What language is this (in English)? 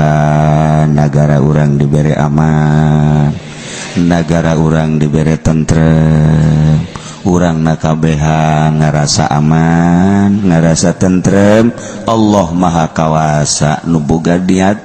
Sundanese